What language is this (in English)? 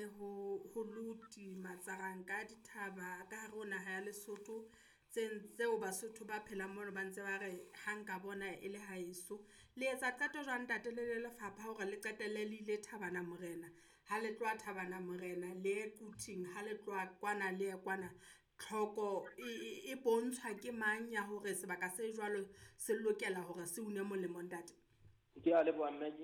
Southern Sotho